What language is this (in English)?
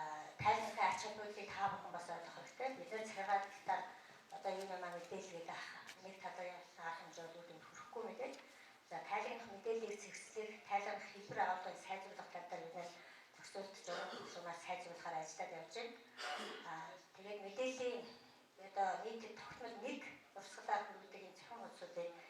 Mongolian